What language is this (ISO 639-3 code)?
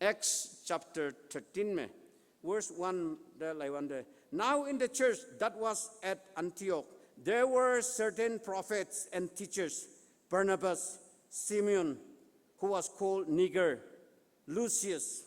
nbe